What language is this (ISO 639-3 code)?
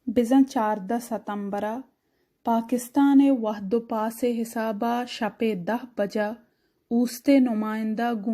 bal